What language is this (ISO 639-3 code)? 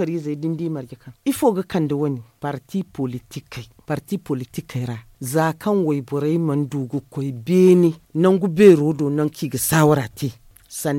dje